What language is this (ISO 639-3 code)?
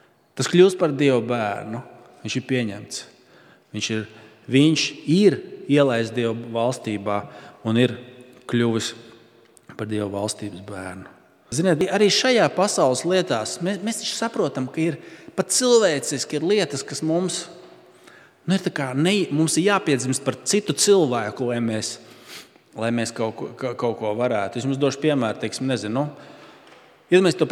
lav